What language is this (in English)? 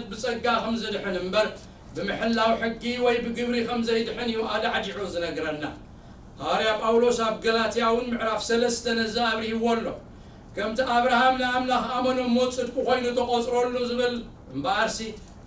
Tigrinya